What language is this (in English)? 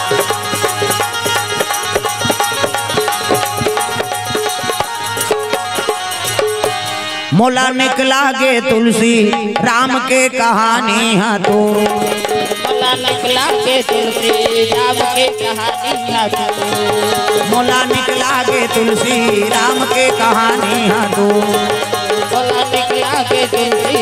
Chhattisgarhi